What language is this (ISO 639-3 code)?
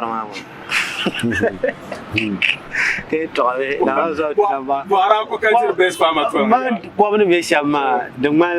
dag